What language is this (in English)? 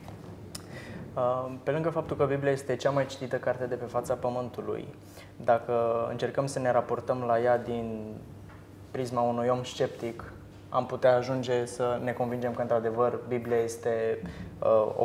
Romanian